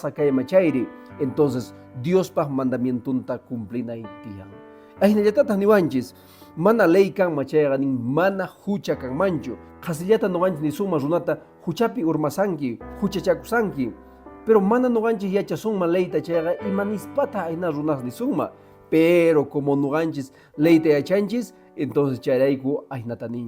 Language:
Quechua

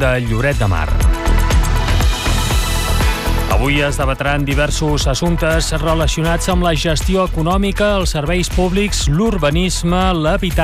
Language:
Catalan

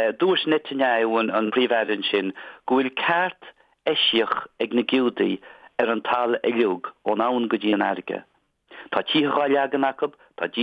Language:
Irish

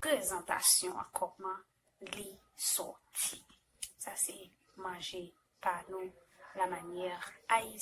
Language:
Haitian Creole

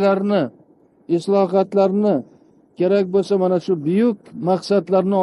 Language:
Uzbek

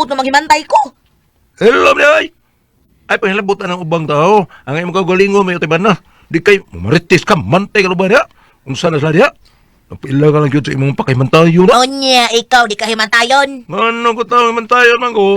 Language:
Cebuano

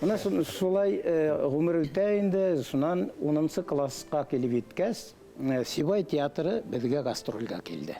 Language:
Bashkir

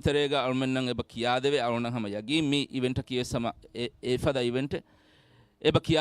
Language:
Divehi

